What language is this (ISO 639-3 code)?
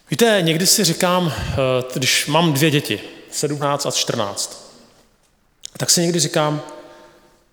ces